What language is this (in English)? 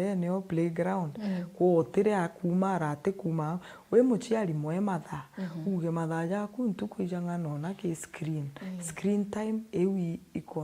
Meru